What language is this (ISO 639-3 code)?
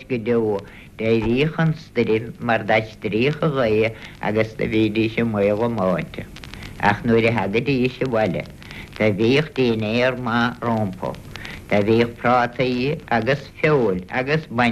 gle